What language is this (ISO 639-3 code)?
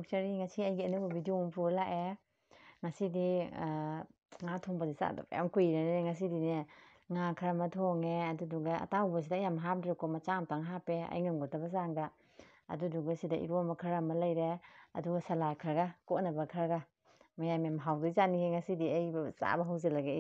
mni